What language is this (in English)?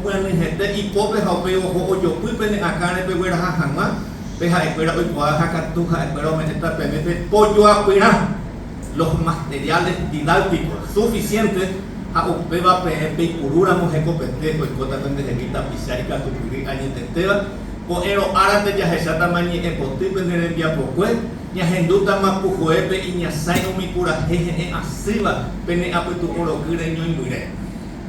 Guarani